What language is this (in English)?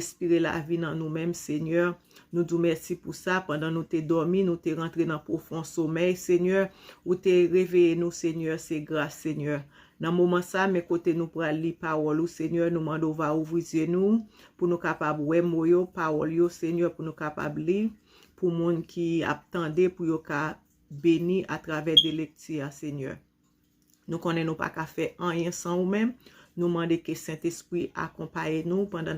Haitian Creole